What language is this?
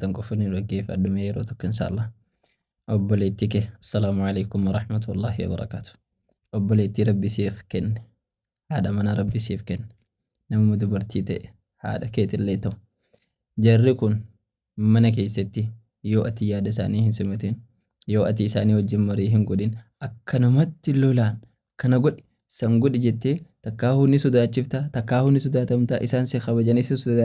Oromo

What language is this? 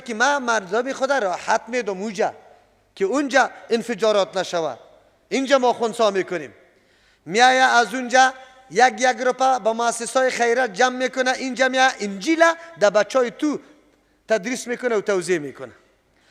Persian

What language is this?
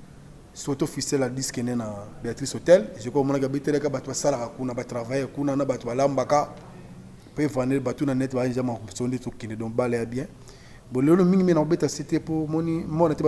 Lingala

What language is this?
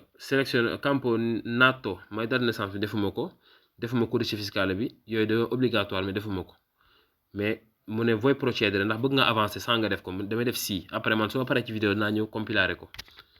Wolof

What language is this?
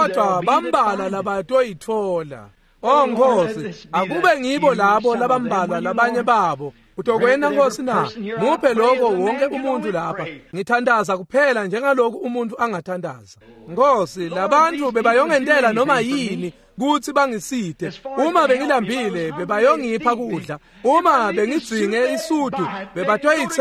Swati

